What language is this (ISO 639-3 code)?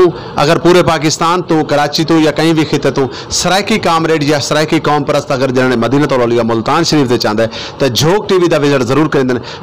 skr